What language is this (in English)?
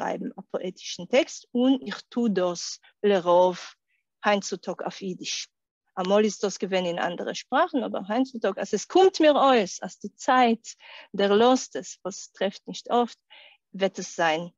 Yiddish